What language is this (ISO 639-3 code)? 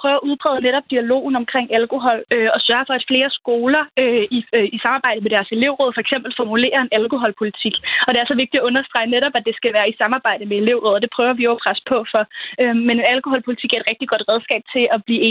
dan